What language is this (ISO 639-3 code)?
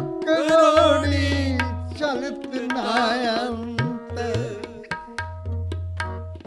pan